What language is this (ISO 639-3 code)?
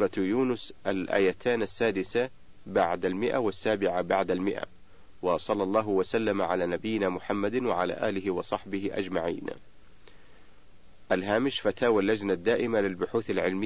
ara